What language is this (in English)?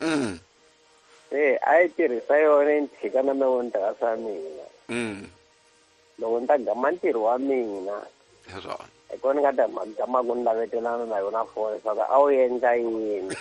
Tsonga